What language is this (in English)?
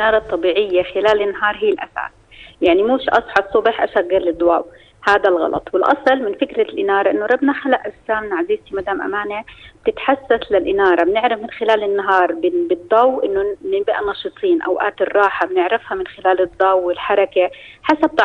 North Levantine Arabic